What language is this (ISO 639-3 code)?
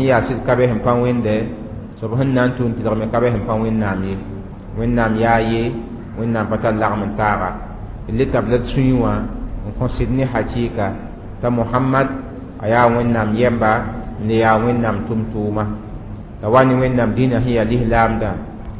mos